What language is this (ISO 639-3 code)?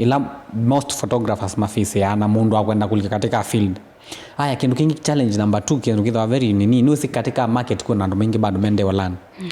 kam